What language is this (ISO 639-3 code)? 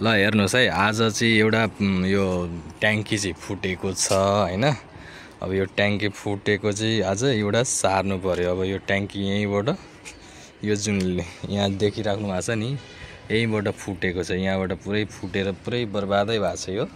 nep